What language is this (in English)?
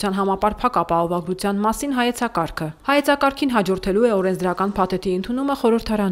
Armenian